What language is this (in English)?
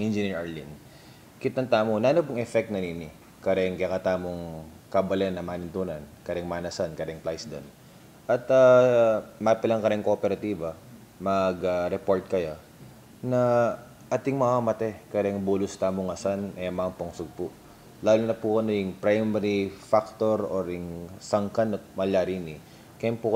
Pampanga